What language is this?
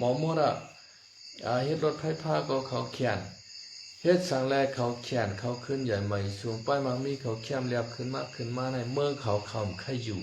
Shan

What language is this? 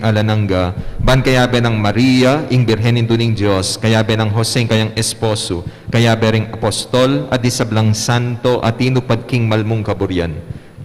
Pampanga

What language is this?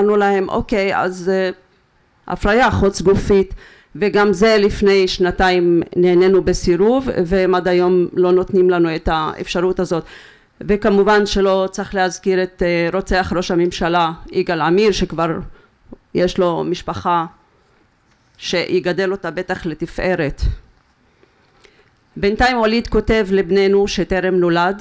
Hebrew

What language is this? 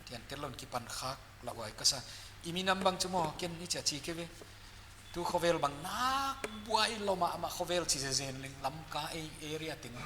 Paite Chin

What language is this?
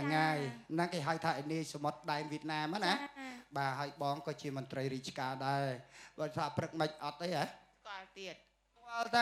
Khmer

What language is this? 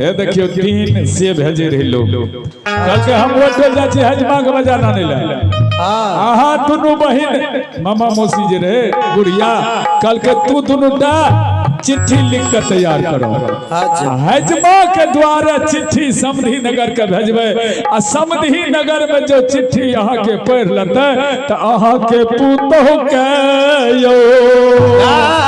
Maithili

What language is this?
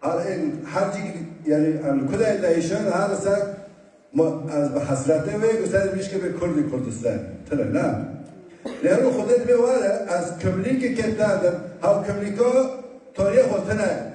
Kurdish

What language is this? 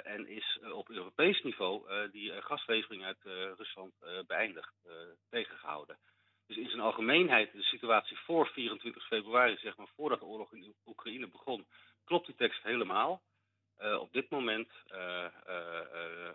Dutch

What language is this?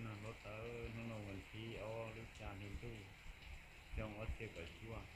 Hmong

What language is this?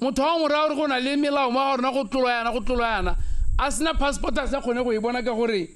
Tswana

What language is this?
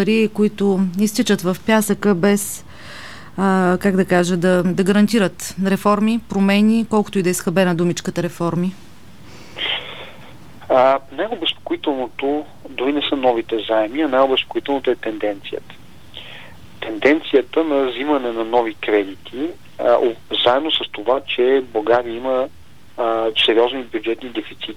Bulgarian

